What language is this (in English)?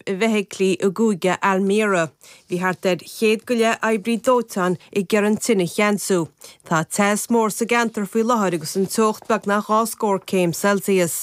Irish